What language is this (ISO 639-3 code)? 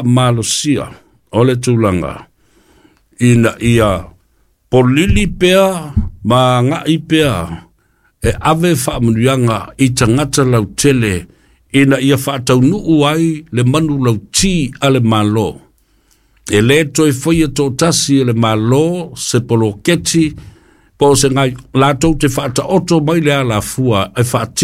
smo